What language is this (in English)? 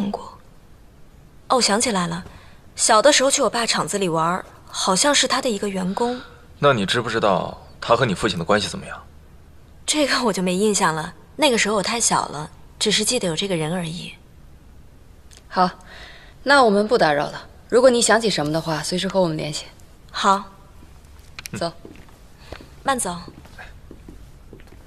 Chinese